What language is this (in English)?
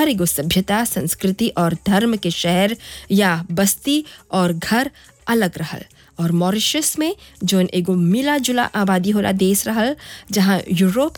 Bhojpuri